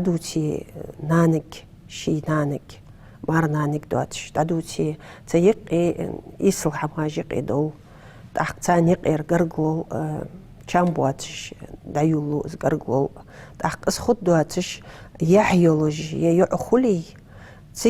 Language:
Ingush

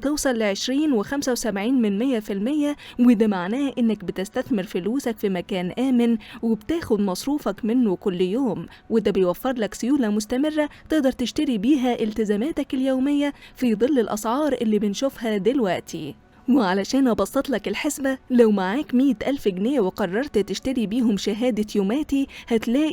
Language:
Egyptian Arabic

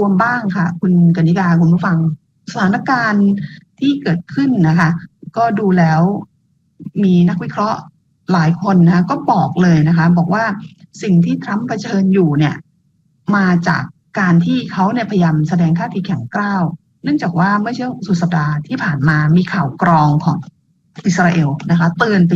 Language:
Thai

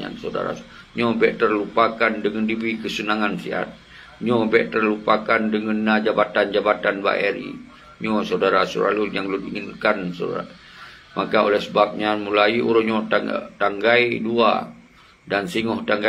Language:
Achinese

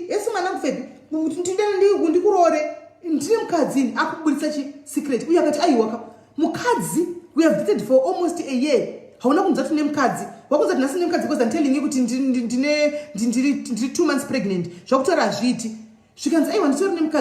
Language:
Shona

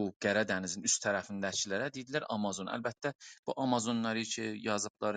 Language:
South Azerbaijani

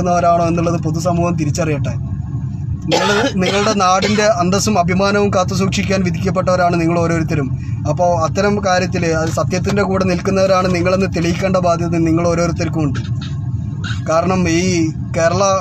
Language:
Malayalam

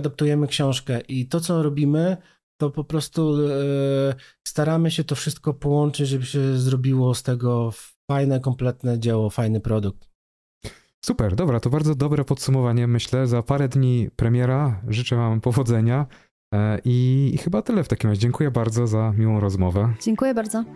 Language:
Polish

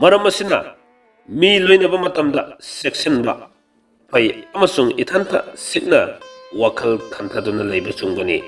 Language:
Manipuri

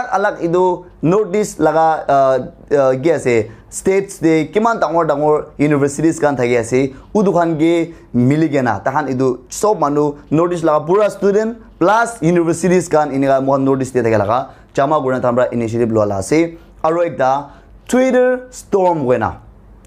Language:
Naga Pidgin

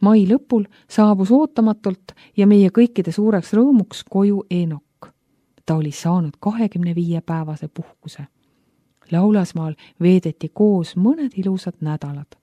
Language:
Estonian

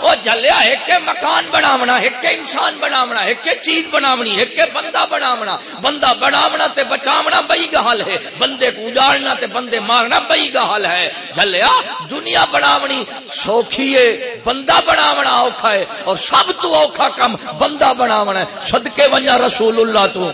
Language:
Saraiki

